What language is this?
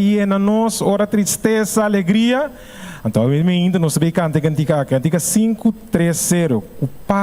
Papiamento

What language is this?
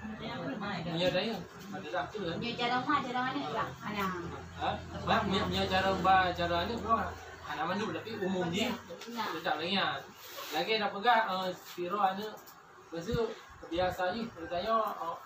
Achinese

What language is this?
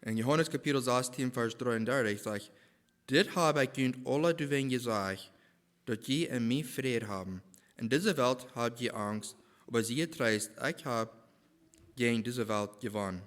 Plautdietsch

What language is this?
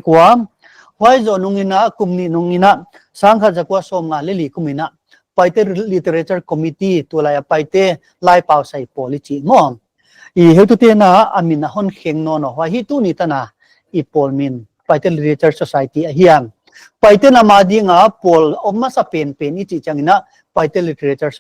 Paite Chin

